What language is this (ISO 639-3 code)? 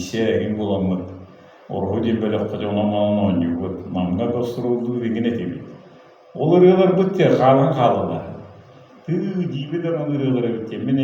sah